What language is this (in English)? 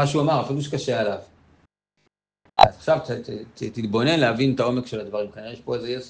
Hebrew